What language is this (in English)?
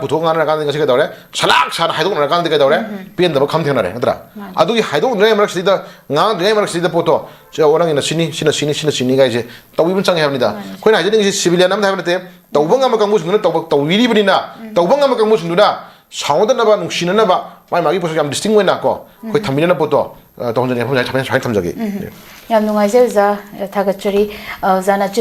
Manipuri